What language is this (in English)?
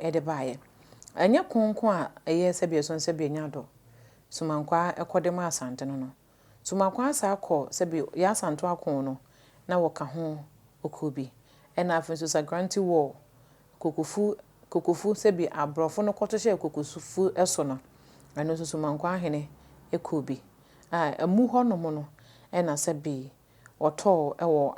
Akan